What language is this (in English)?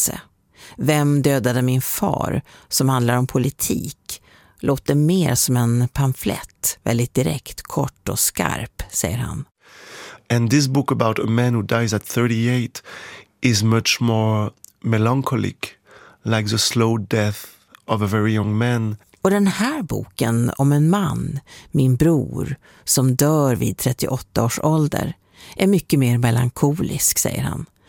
Swedish